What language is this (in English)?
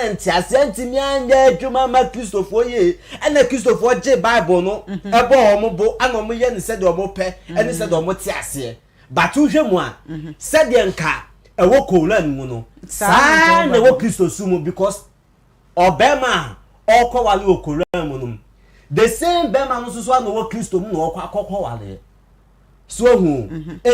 Akan